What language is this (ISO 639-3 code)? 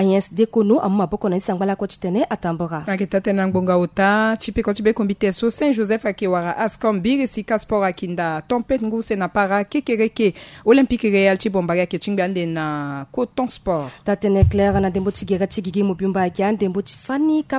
sag